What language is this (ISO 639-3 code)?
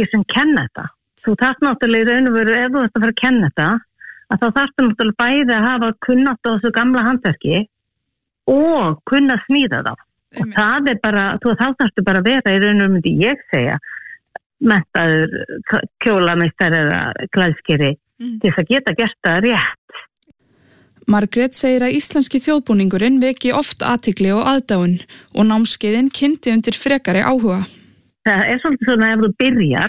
isl